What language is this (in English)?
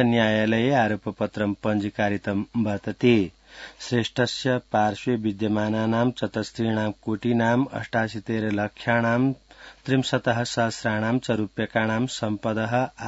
Sanskrit